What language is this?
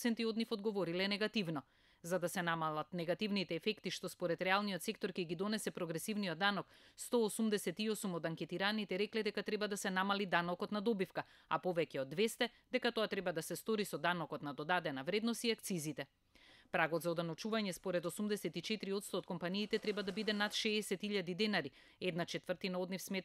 Macedonian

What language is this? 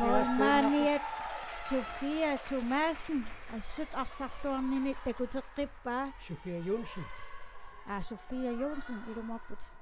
Kalaallisut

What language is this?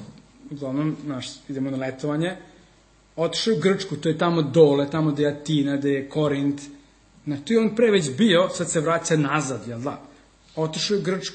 Serbian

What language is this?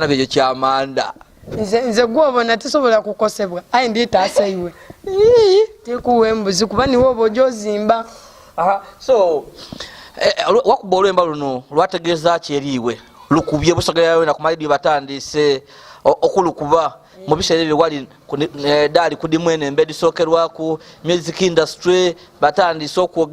Soga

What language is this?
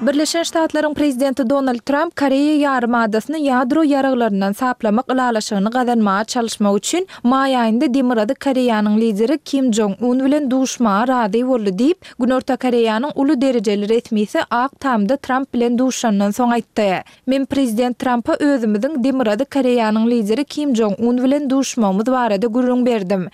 Turkmen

